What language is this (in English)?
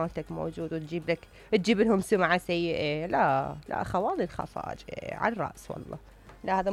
Mesopotamian Arabic